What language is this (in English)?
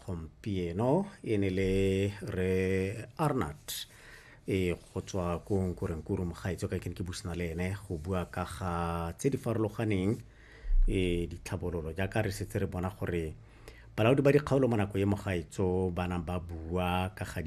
Tswana